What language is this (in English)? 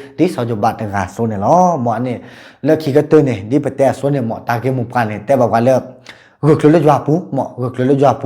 S'gaw Karen